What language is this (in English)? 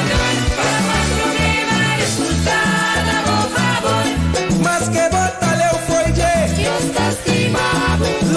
Papiamento